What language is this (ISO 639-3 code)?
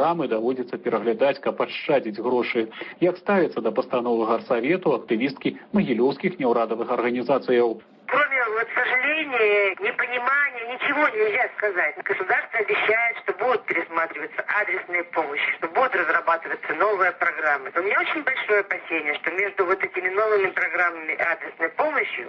bel